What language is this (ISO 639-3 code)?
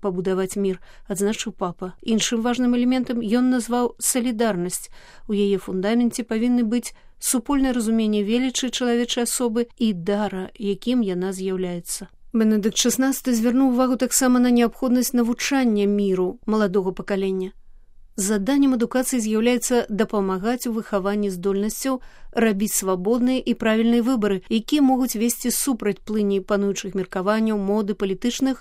bel